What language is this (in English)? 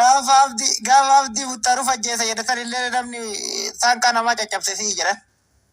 Oromo